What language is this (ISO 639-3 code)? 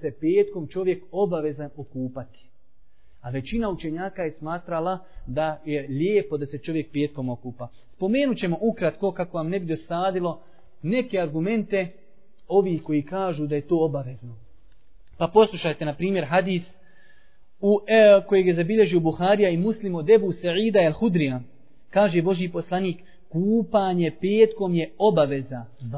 bos